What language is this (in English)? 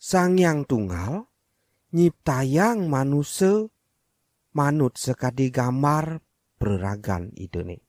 Balinese